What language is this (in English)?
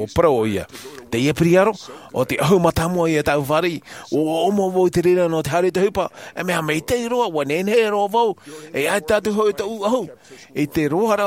Tahitian